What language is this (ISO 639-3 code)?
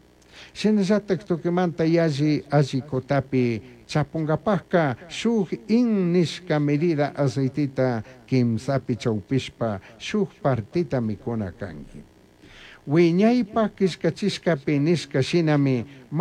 qug